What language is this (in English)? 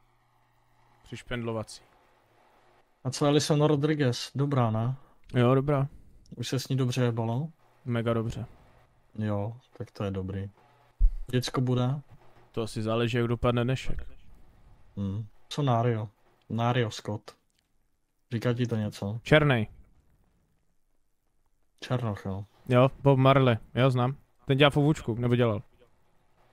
Czech